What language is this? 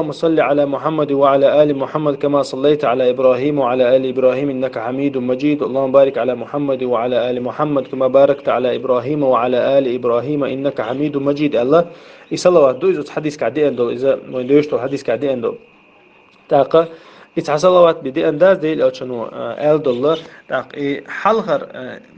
Chechen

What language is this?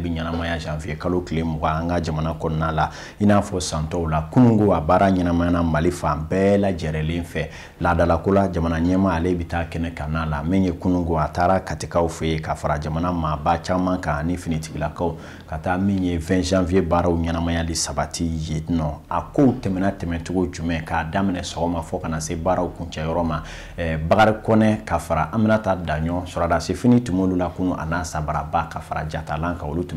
Bambara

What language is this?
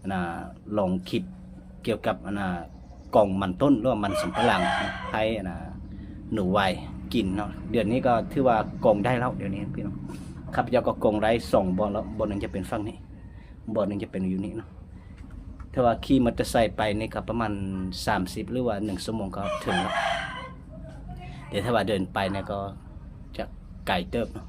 Lao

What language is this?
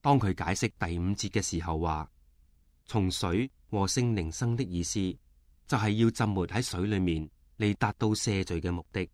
Cantonese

